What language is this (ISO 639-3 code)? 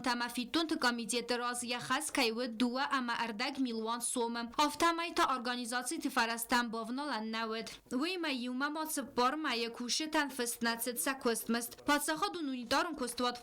oss